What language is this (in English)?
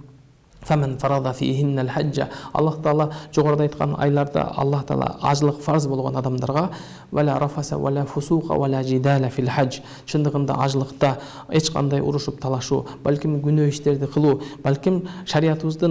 Kyrgyz